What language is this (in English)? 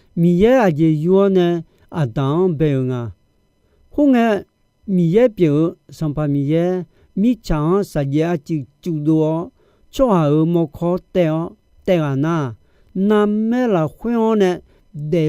Akha